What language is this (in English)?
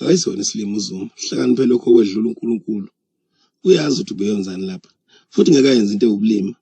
Zulu